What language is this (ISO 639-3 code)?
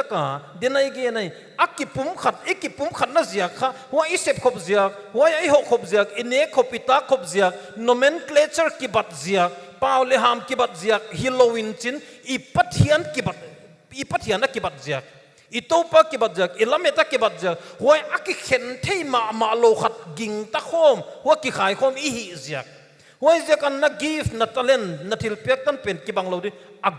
pck